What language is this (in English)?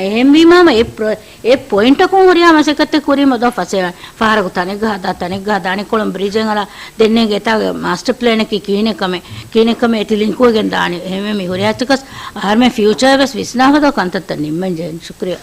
Divehi